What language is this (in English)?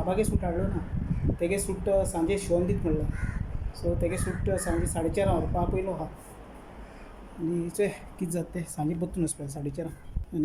Konkani